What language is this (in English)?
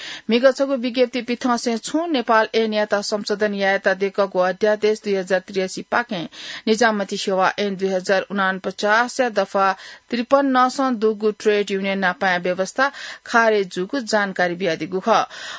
Newari